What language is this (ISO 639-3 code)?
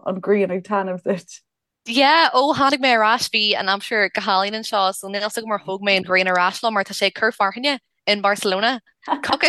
gle